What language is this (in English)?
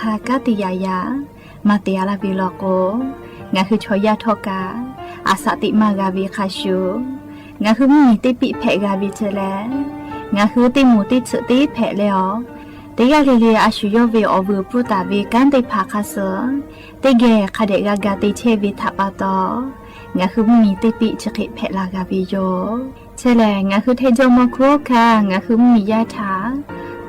Lahu